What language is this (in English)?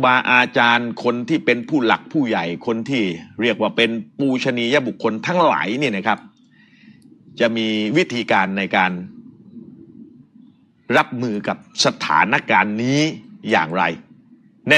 Thai